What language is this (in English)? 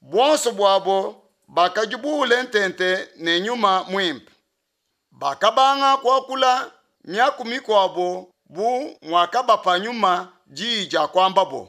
Luba-Lulua